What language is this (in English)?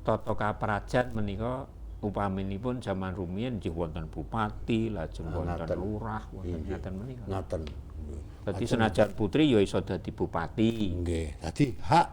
Javanese